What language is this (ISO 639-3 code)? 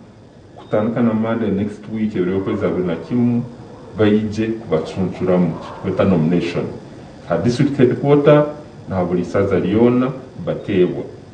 nyn